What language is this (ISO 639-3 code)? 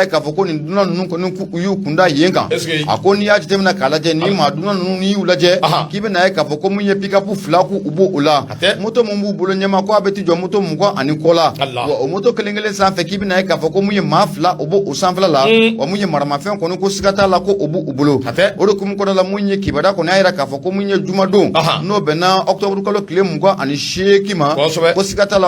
bam